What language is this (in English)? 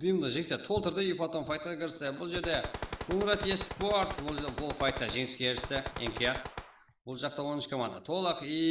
Kara-Kalpak